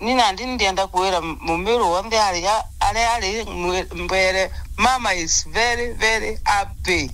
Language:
Meru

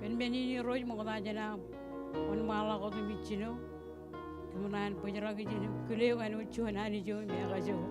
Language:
Marshallese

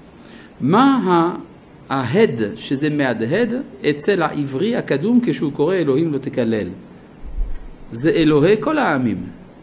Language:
Hebrew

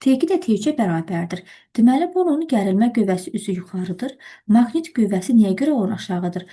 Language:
Azerbaijani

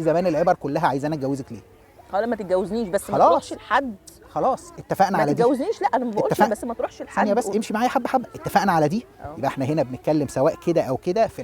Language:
Egyptian Arabic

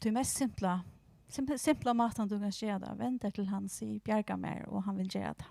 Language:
Faroese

